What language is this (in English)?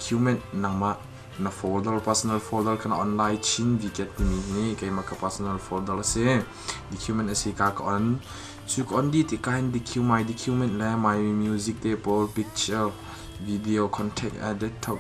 Hakha Chin